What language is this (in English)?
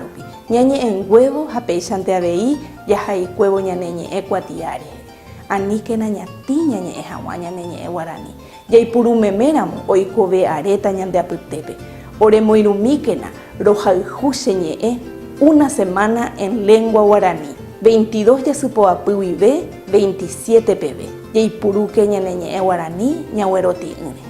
Guarani